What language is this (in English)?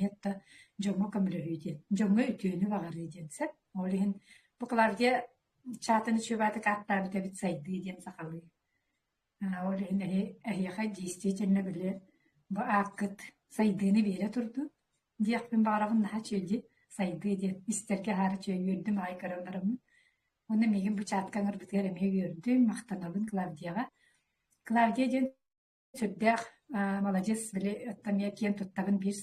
Yakut